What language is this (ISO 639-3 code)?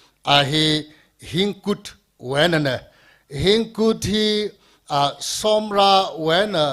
nmf